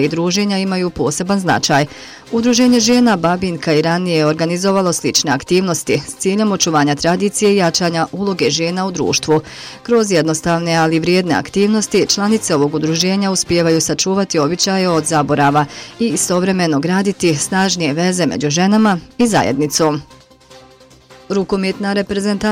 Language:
Bosnian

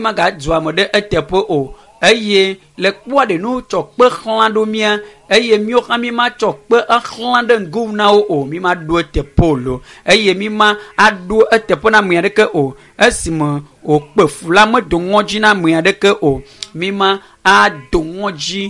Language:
Ewe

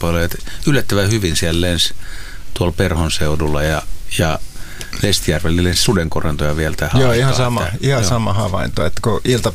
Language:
Finnish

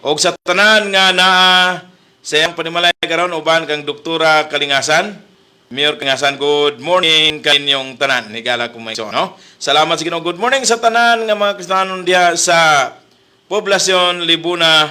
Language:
Cebuano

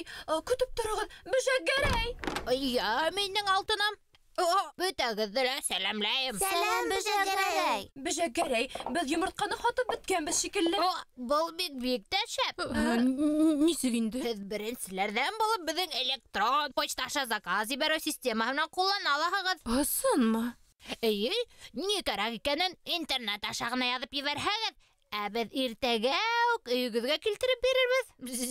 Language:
Bashkir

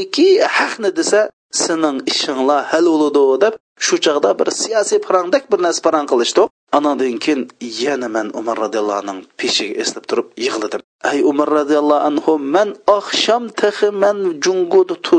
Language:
Uyghur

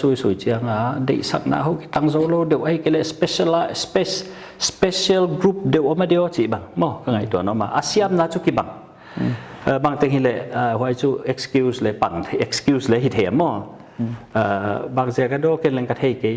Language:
Paite Chin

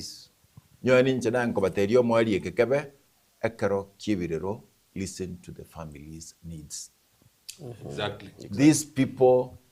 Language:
Gusii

